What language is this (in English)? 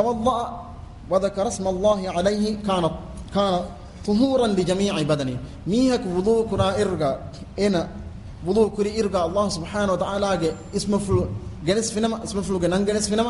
Divehi